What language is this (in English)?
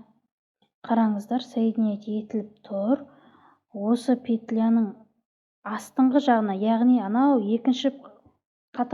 Kazakh